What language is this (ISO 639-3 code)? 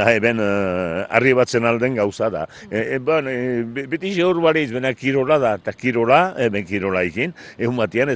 eus